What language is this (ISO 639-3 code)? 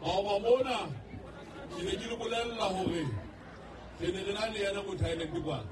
sot